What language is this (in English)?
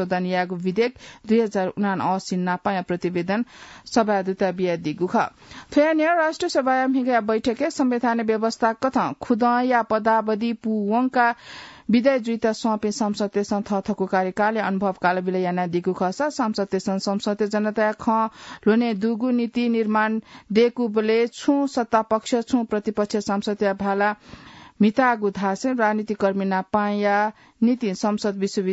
Newari